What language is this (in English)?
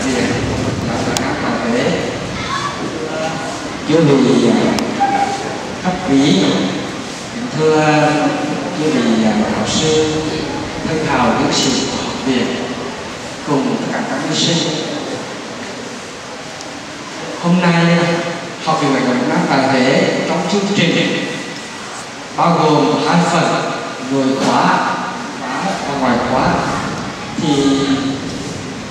Vietnamese